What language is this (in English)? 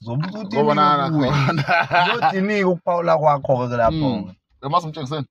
Zulu